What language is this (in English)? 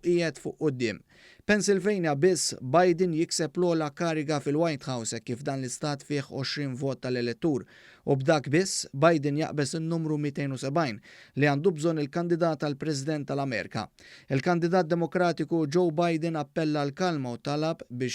Maltese